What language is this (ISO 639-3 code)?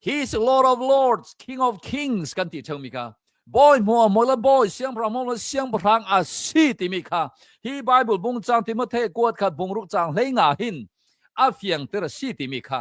cnh